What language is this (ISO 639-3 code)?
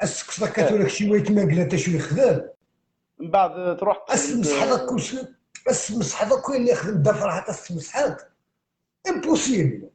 kab